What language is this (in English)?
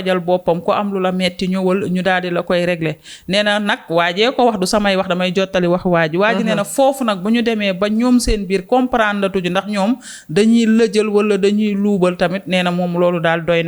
Wolof